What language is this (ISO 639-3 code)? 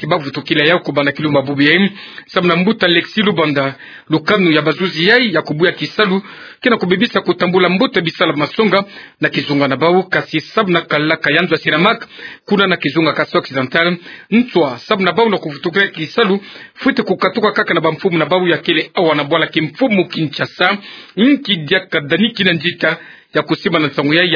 ktu